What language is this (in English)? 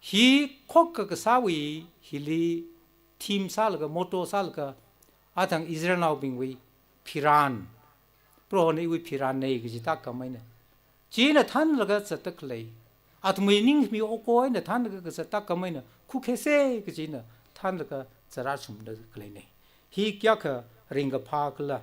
Tangkhul Naga (India)